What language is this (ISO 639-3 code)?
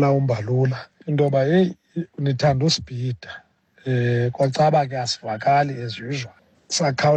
xho